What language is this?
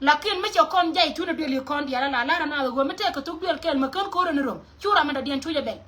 Nuer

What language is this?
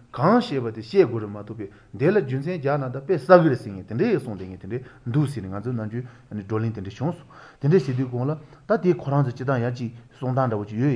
Malagasy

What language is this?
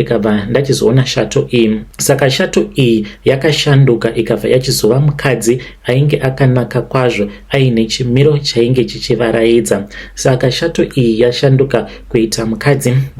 Shona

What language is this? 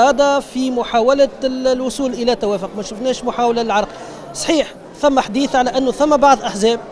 Tunisian Arabic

